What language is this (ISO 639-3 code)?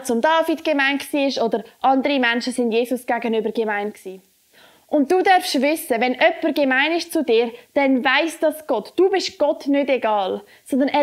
gsw